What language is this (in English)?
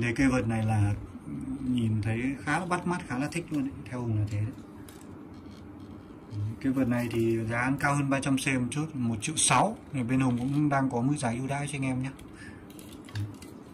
Vietnamese